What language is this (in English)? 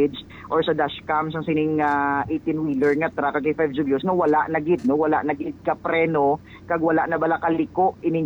Hiligaynon